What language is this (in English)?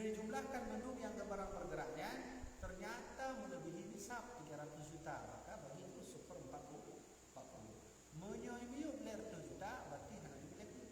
Achinese